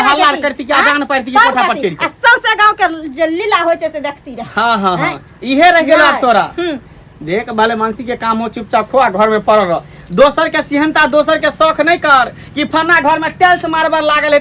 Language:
Maithili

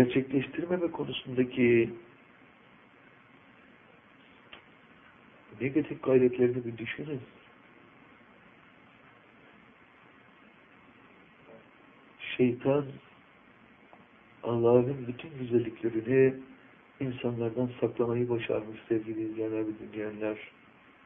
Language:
Turkish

